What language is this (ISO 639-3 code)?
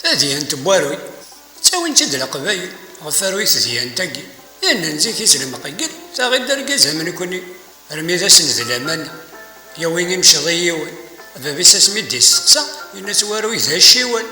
kab